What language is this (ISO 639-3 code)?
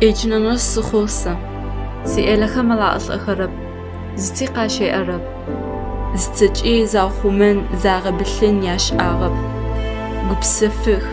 ady